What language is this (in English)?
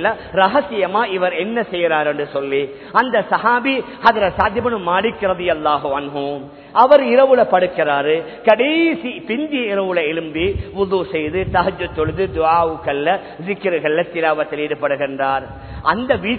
Tamil